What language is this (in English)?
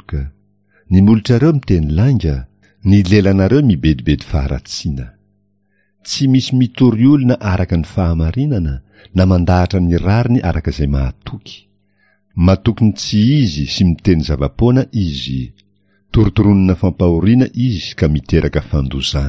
Malagasy